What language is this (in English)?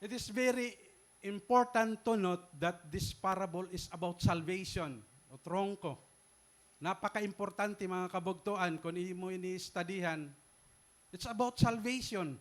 Waray